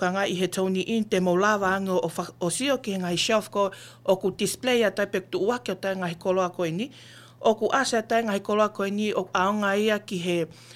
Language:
Tongan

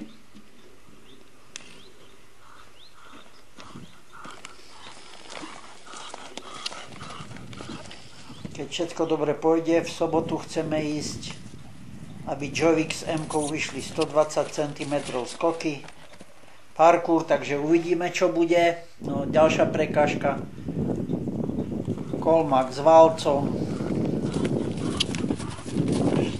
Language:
Slovak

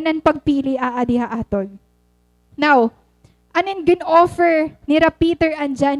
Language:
Waray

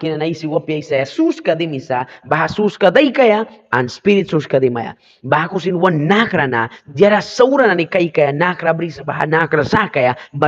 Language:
Mískito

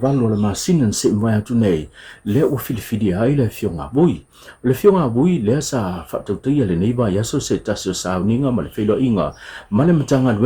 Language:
Samoan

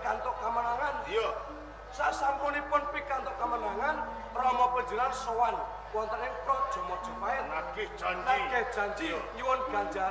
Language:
Javanese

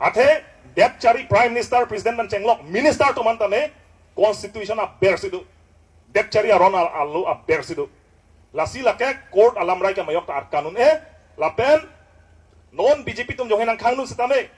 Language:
Karbi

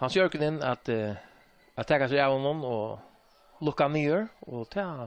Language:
Faroese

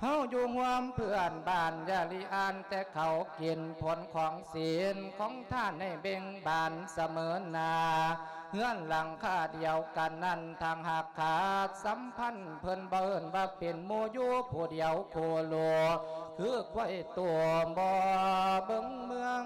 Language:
Lao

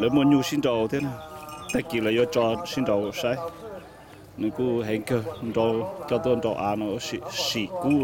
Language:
Hmong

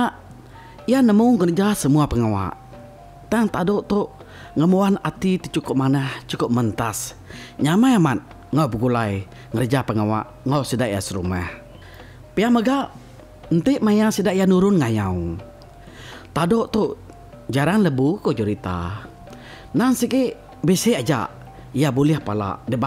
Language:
Iban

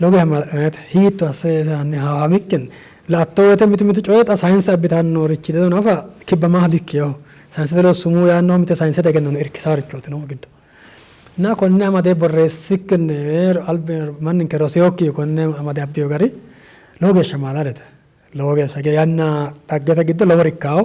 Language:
Sidamo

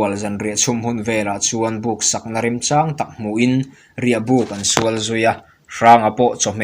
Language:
Mizo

